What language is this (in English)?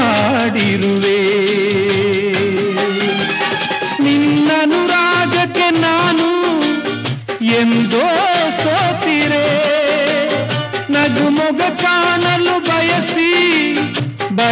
Kannada